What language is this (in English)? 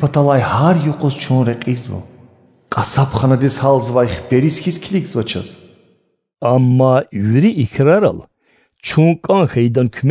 Lezghian